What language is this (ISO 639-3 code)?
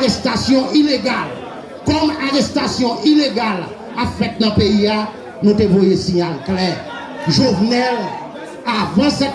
hat